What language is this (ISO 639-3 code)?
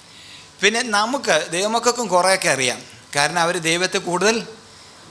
mal